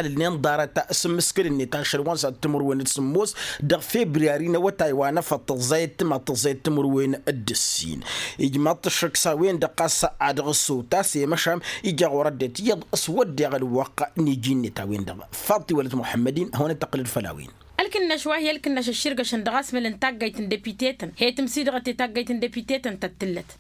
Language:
Tamasheq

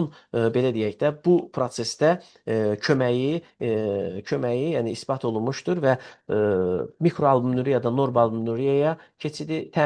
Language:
Azerbaijani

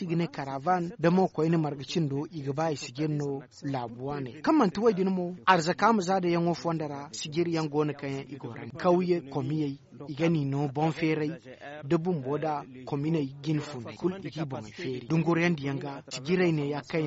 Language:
Zarma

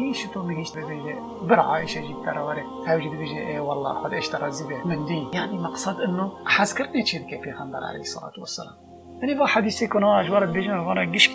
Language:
Kurdish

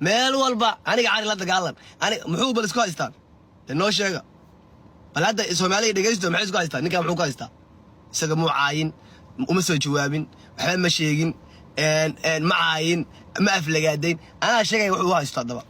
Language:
Somali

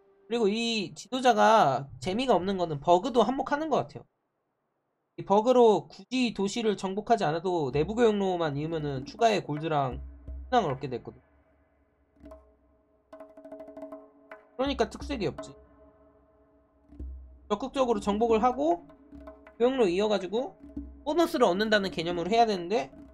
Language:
Korean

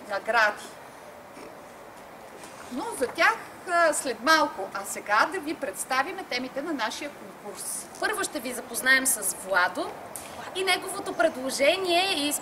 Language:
Bulgarian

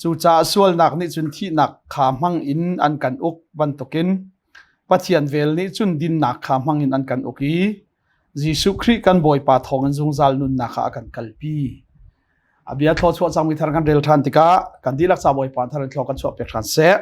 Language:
Hakha Chin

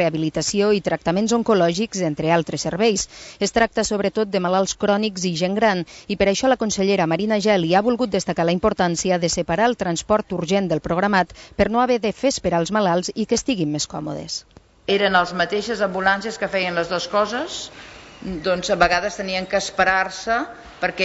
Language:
Catalan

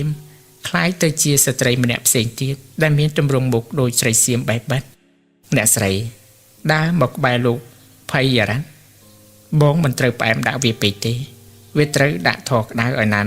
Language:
Khmer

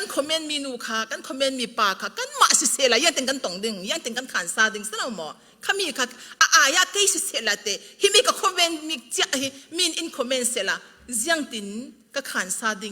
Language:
Falam Chin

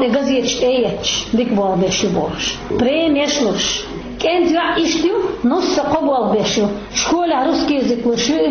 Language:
Chechen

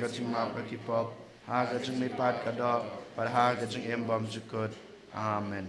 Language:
Khasi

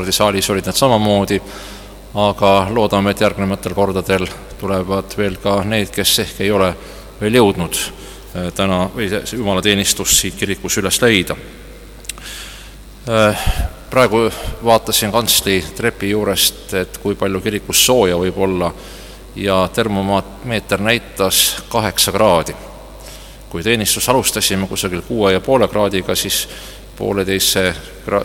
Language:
Estonian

